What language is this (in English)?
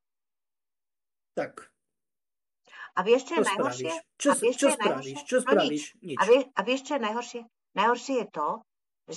Slovak